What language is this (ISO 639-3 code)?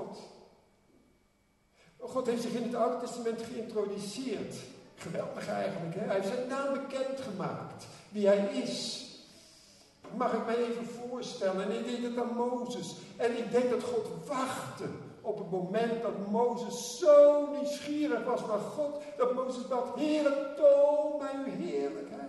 nld